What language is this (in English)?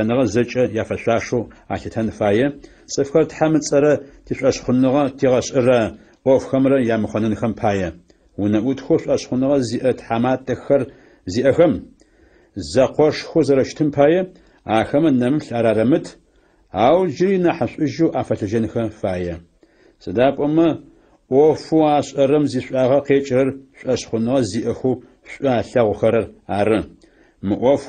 Adyghe